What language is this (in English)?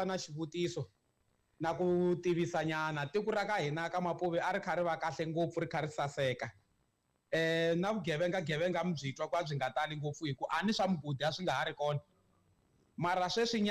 Tsonga